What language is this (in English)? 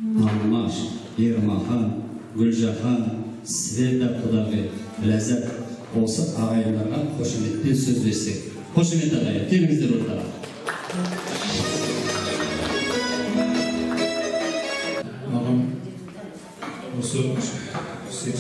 Kazakh